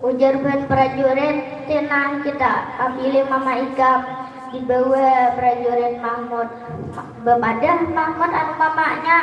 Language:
Banjar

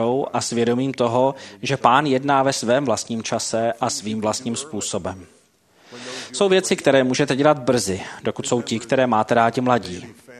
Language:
Czech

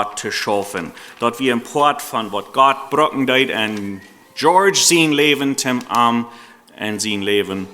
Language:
Plautdietsch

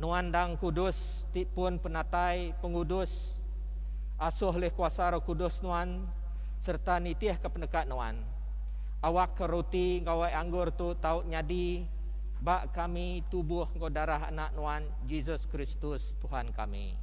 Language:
Iban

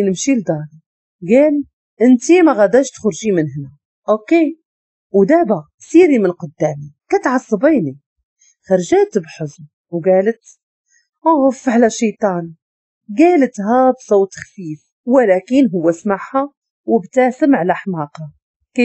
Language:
Moroccan Arabic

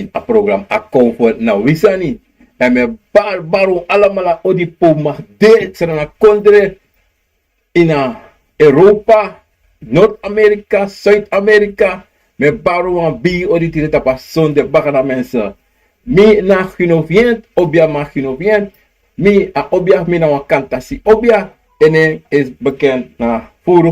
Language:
Sranan Tongo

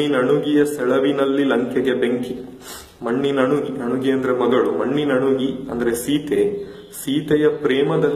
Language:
Kannada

